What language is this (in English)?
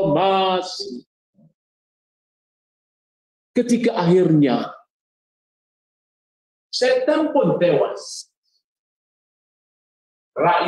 Malay